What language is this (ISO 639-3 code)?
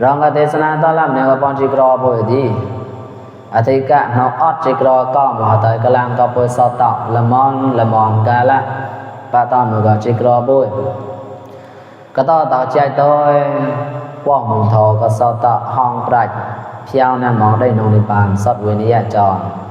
mnw